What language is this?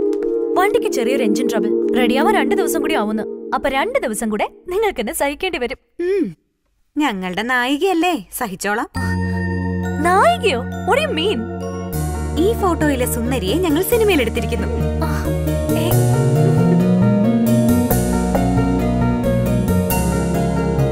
Malayalam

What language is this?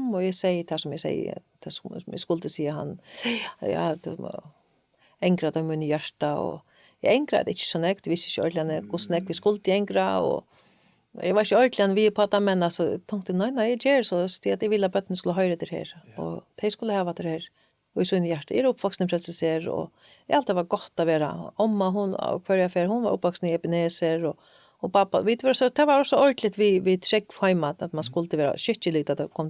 Faroese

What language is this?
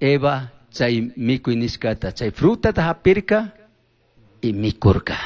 Chimborazo Highland Quichua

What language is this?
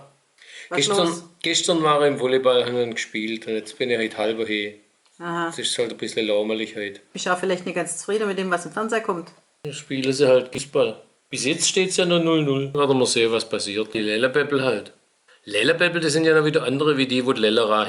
Swabian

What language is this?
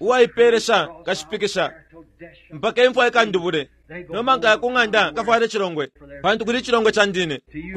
Bemba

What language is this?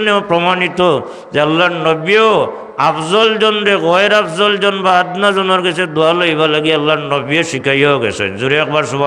Sylheti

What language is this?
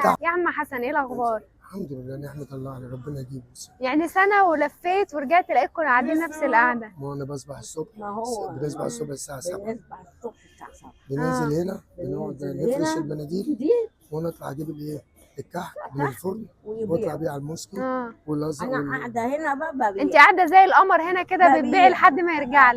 Egyptian Arabic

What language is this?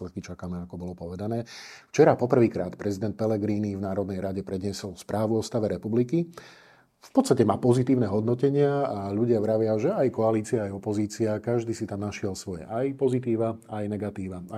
Slovak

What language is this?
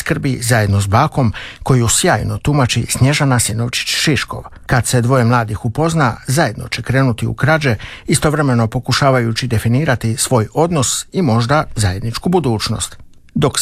Croatian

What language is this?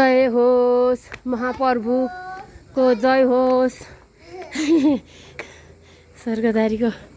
Nepali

